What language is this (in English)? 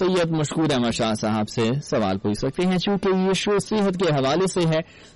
Urdu